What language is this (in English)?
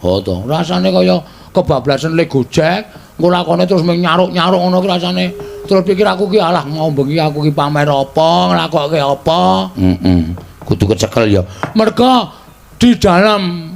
Javanese